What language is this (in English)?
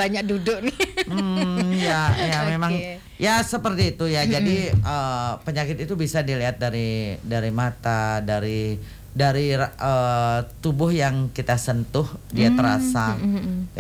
Indonesian